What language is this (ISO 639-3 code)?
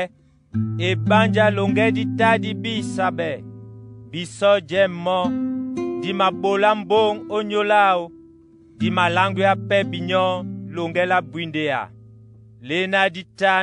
dua